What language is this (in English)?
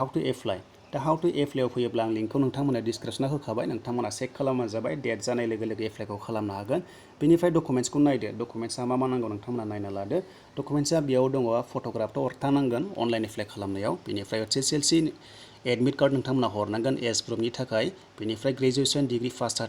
Bodo